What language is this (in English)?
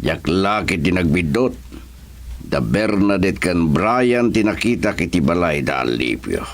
Iloko